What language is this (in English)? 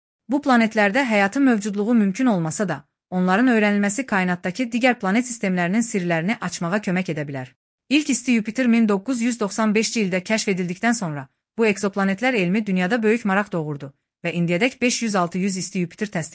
Azerbaijani